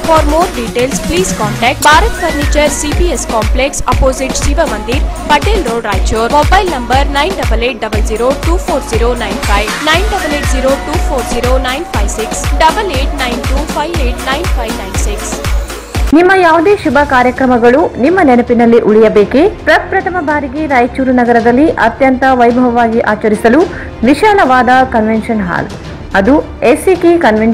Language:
Kannada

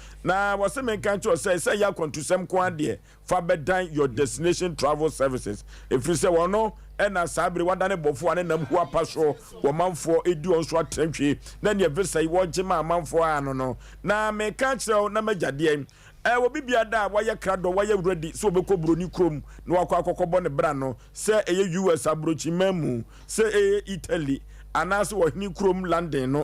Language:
Akan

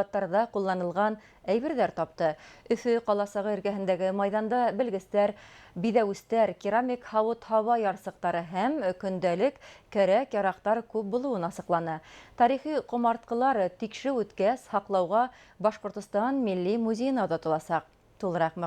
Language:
Bashkir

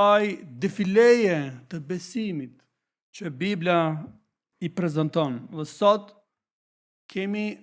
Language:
Albanian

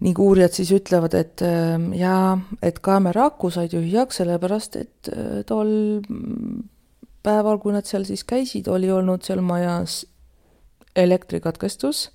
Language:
Estonian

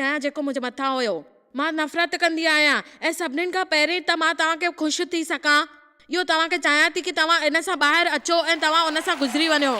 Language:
Sindhi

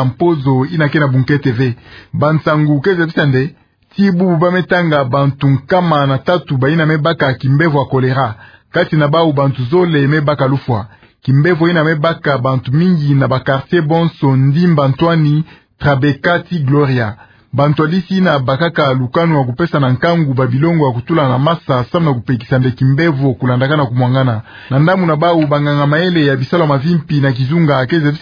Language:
Kituba (Democratic Republic of Congo)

